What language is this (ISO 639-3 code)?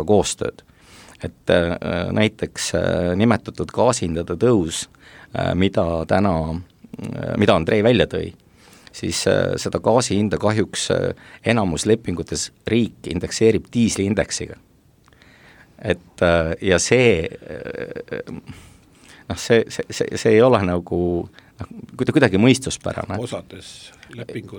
est